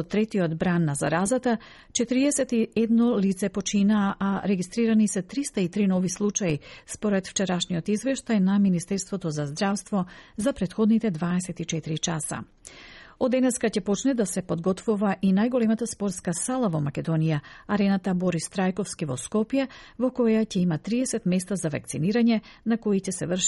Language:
Macedonian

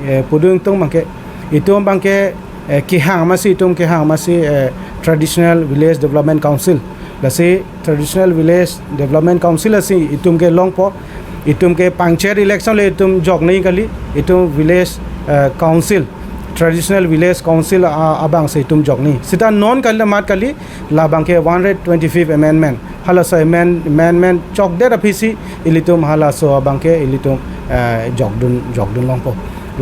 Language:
Karbi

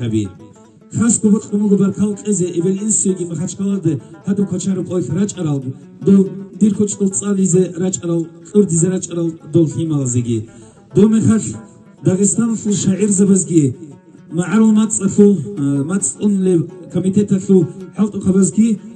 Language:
Avaric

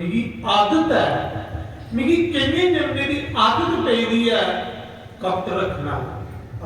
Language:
Dogri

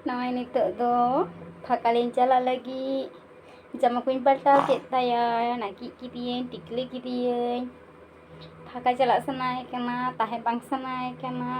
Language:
Santali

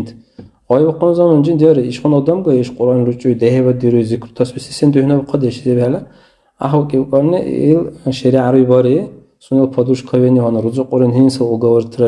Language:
Dargwa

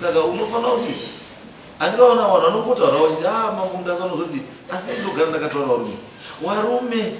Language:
Shona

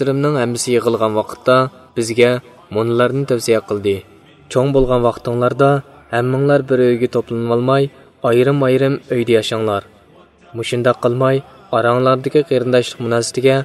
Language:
Uyghur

